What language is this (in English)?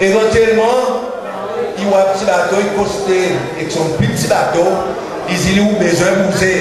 Seselwa Creole French